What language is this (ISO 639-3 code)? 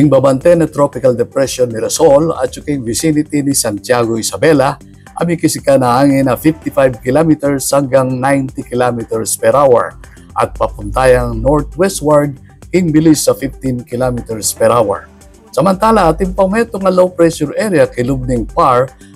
pam